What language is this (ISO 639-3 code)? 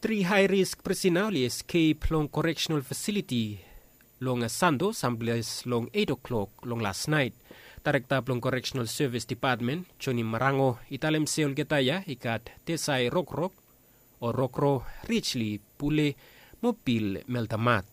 bis